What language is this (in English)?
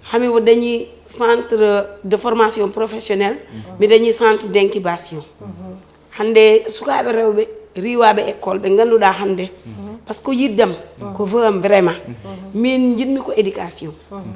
Fula